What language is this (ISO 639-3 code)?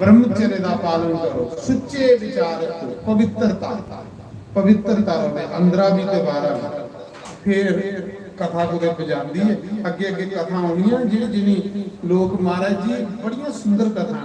doi